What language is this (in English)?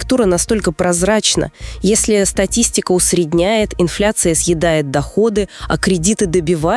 Russian